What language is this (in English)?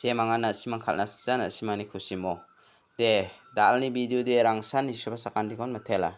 Garo